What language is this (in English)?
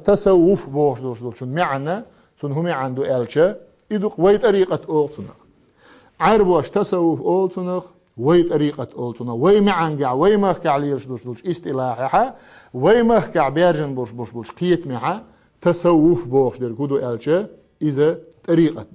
Chechen